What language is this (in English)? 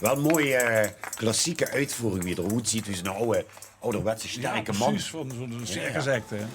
Limburgish